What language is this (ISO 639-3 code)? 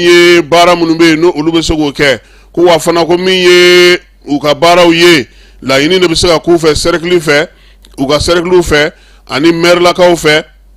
bam